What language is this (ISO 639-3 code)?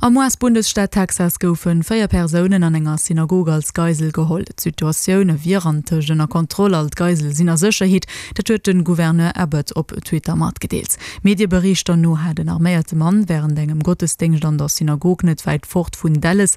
ltz